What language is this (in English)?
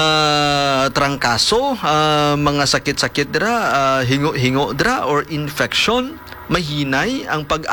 Hiligaynon